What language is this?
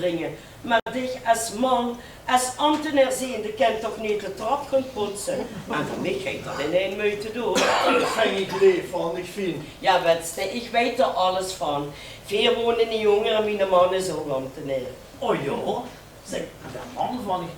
Limburgish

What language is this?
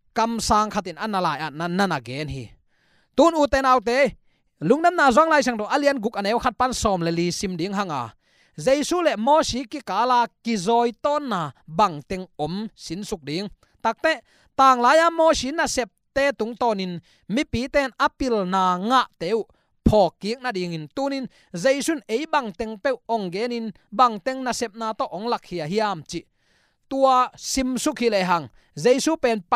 Tedim Chin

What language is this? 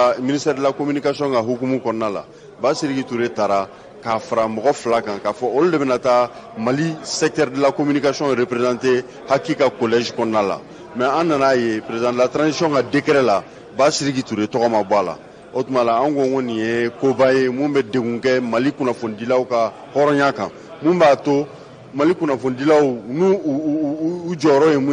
Bambara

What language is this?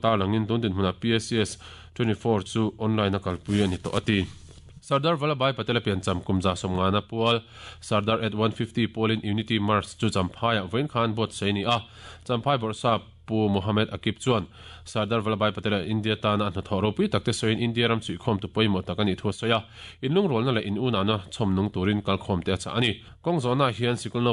Mizo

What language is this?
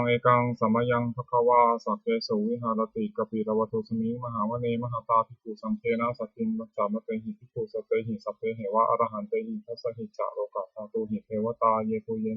Pali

